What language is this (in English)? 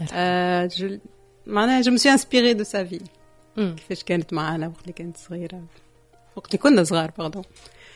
Tunisian Arabic